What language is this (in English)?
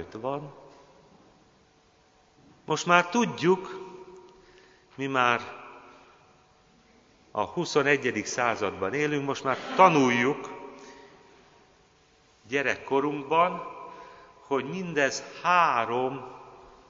Hungarian